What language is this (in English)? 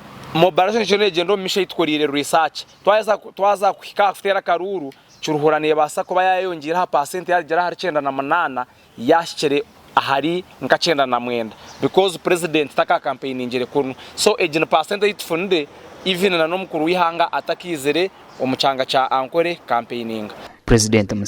Nyankole